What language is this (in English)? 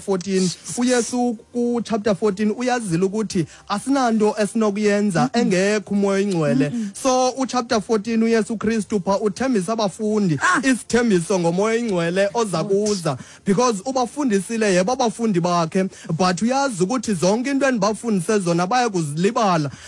Xhosa